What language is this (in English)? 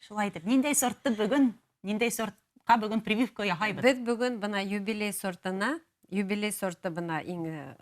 Bashkir